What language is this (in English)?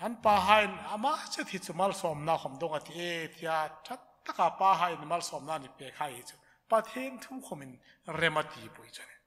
Hmar